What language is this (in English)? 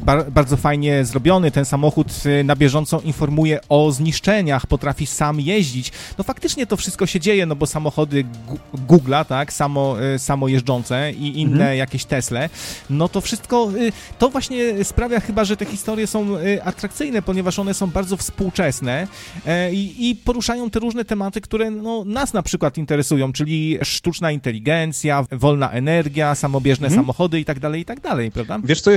Polish